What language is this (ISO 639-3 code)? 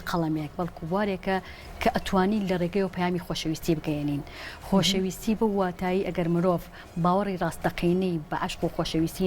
ckb